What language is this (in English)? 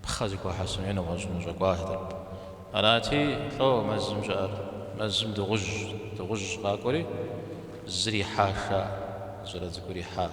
Kabardian